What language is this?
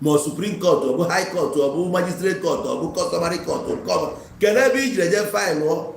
Igbo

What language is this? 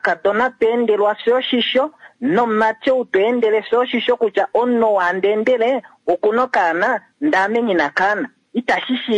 Kuanyama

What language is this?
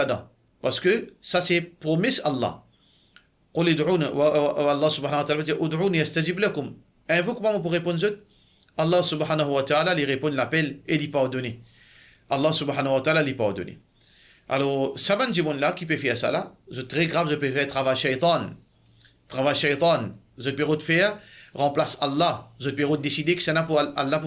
Morisyen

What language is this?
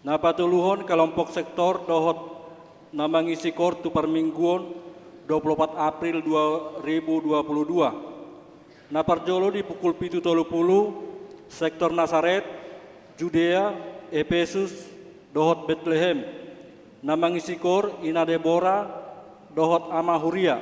Batak Toba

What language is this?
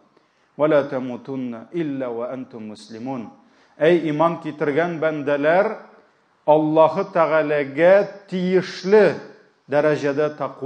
Tatar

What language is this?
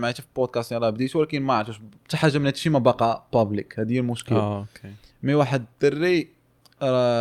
Moroccan Arabic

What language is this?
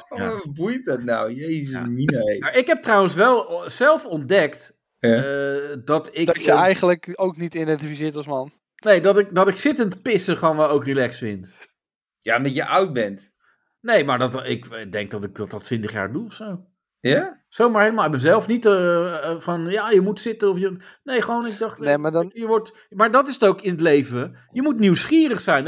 Dutch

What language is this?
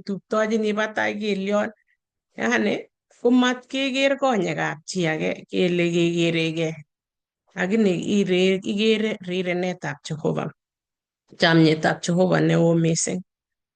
Kalenjin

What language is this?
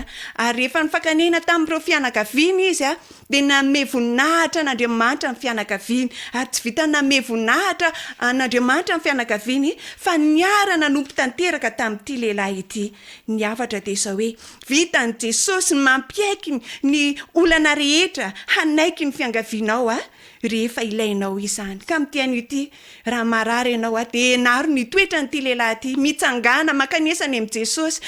Malagasy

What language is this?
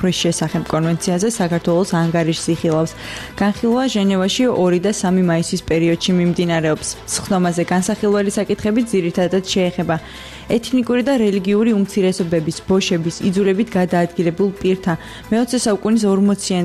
Georgian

